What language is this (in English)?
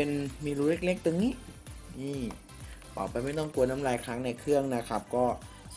Thai